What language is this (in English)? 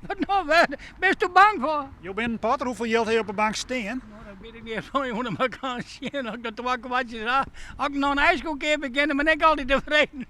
Western Frisian